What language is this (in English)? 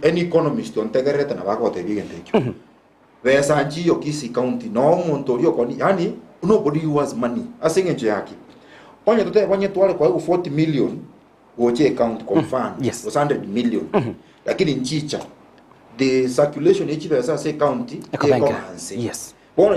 Gusii